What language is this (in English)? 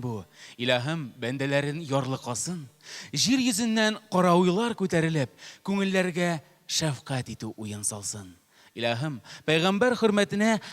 Tatar